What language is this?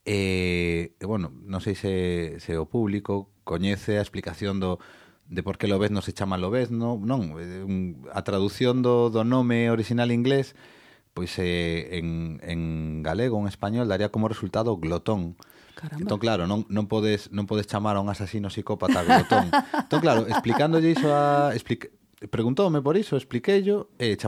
Galician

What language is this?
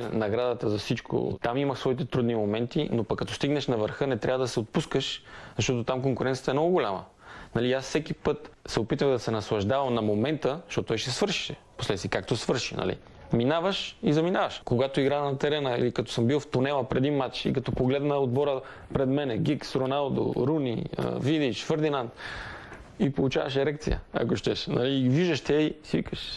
Bulgarian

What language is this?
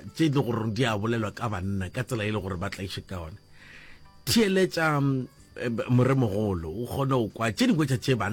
Northern Sotho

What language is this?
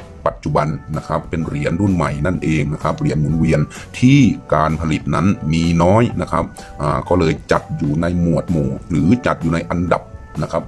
Thai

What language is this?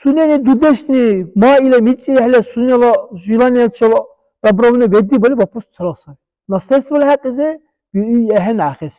Dargwa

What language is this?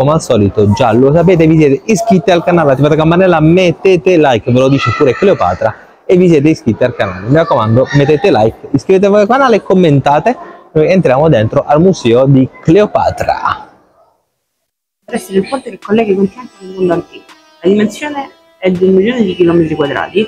Italian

